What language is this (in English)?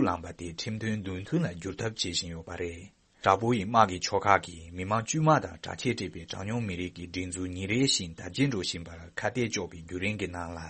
Tibetan